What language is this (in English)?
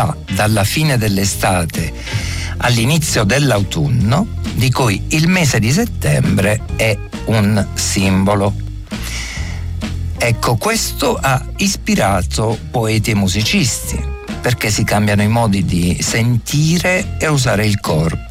Italian